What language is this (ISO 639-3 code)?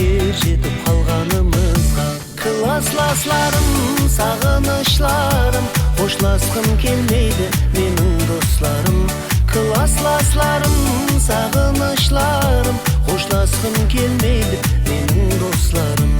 kaa